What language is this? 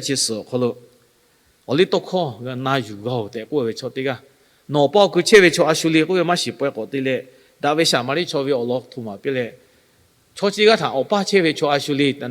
Lahu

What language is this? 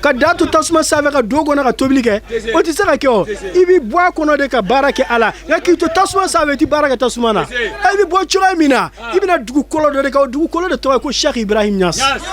Bambara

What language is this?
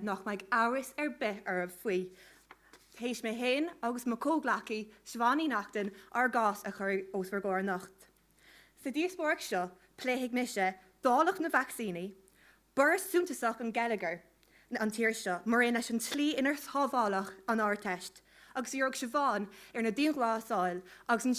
Irish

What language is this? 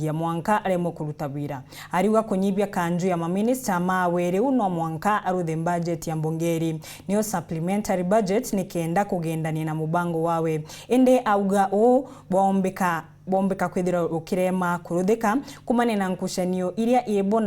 Meru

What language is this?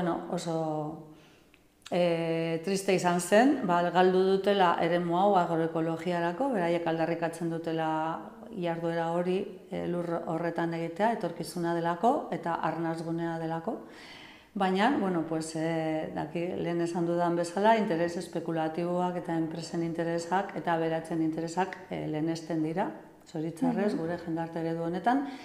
Basque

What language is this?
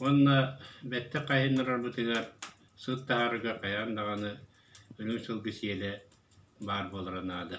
Yakut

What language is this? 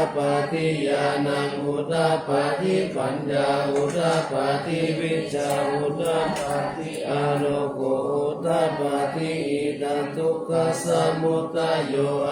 Pali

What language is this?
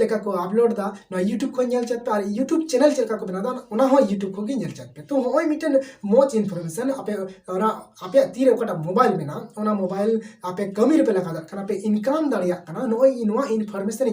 Santali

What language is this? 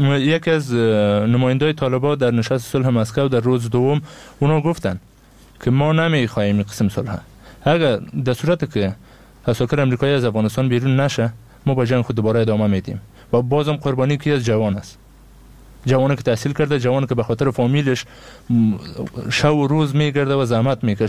Persian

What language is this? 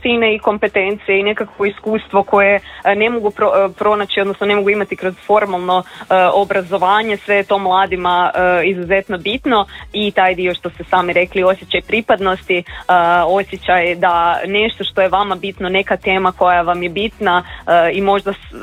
Croatian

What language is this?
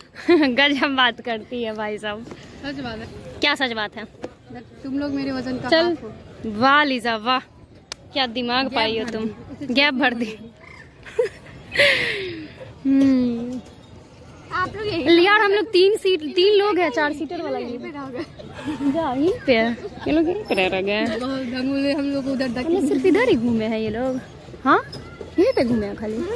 Hindi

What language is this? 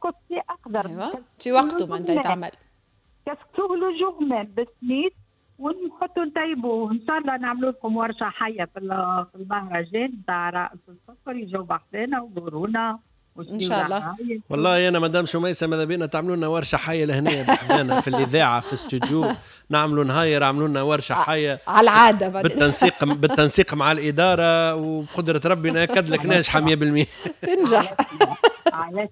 Tunisian Arabic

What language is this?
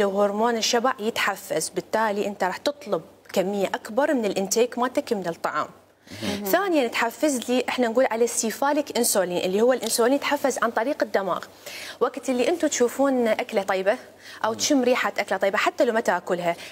Mesopotamian Arabic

